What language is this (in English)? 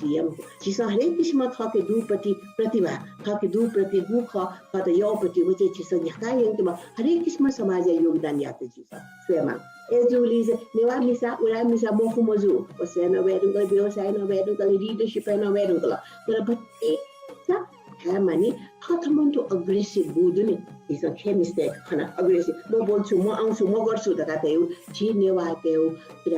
Newari